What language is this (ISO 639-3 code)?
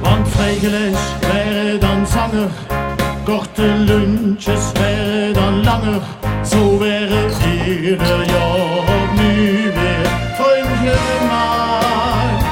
lim